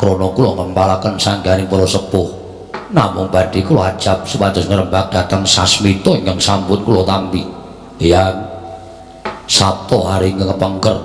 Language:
Javanese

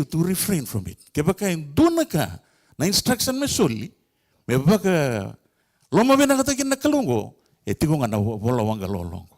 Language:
Fijian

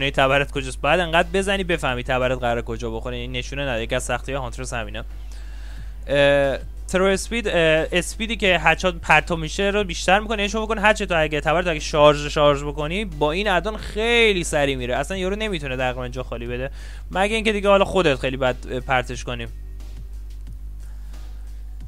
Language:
Persian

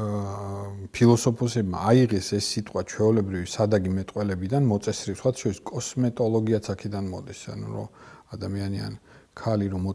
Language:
Georgian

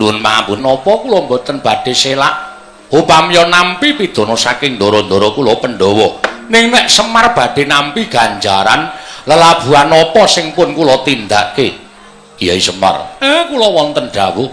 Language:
Javanese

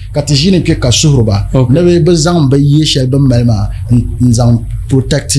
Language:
Dagbani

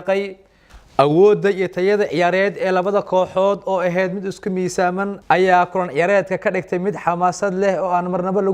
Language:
Somali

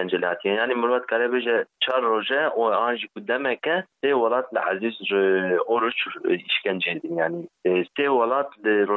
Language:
Kurdish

